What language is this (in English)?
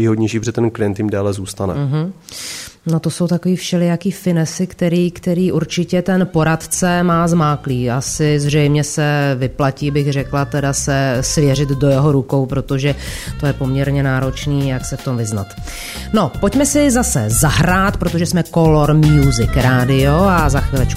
Czech